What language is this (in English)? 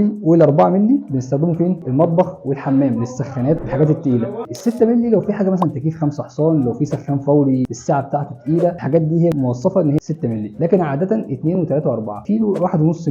Egyptian Arabic